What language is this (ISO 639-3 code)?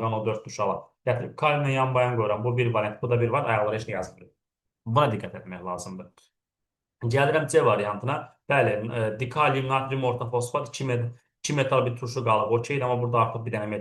aze